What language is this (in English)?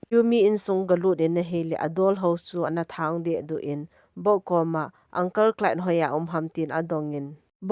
Thado Chin